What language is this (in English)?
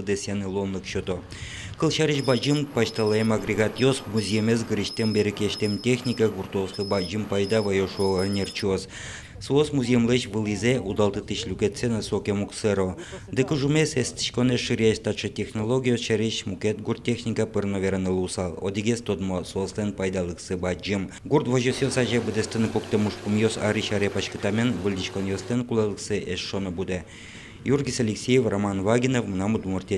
Udmurt